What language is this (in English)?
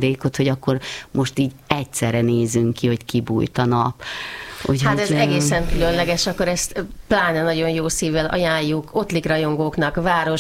Hungarian